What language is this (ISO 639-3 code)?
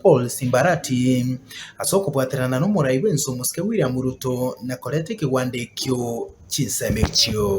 guz